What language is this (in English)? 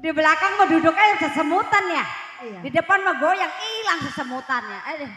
Betawi